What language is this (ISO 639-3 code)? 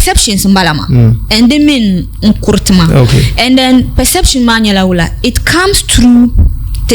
dag